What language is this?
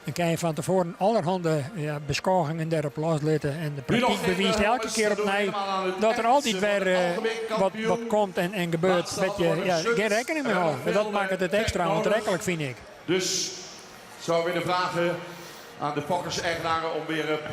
Western Frisian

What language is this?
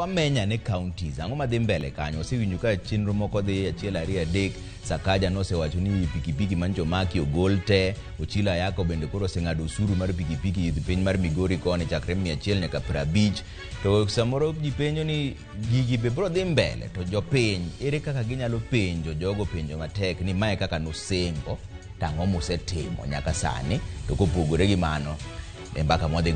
Luo (Kenya and Tanzania)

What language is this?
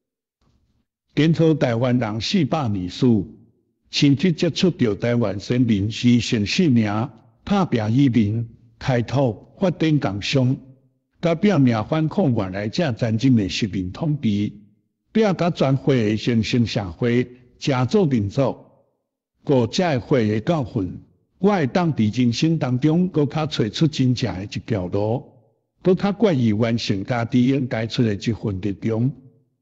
Min Nan Chinese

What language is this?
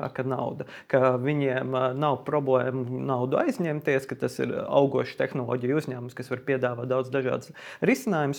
Latvian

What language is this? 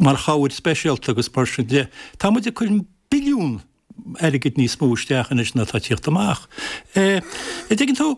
Irish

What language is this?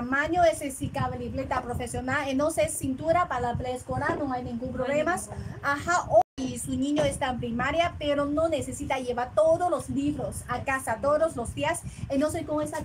Spanish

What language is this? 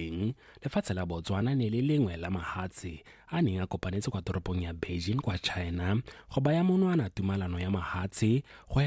Tswana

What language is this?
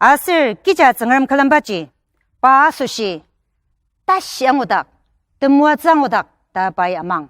Ao Naga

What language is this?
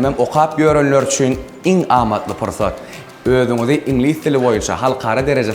Turkmen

